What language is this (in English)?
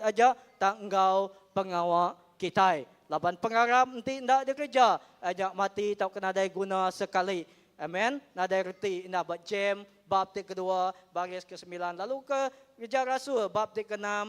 Iban